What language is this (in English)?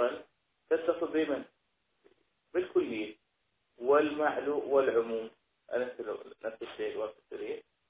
Arabic